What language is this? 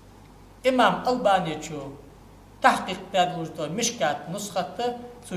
Ingush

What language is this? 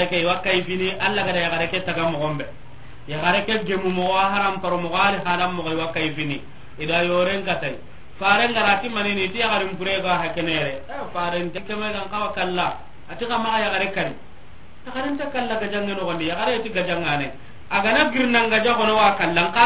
Soninke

